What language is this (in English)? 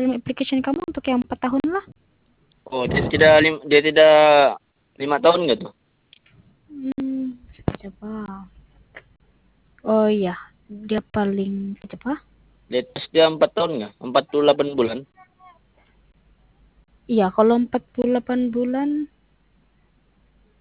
Indonesian